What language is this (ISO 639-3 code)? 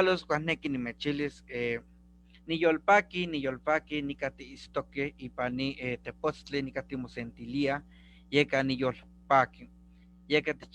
nhe